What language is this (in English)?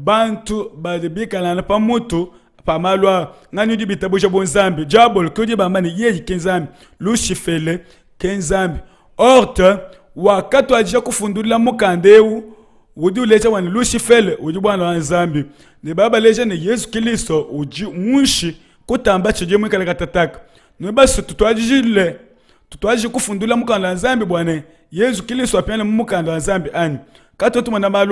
Luba-Lulua